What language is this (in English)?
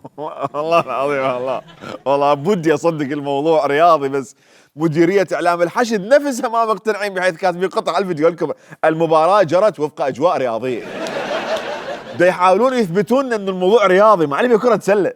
Mesopotamian Arabic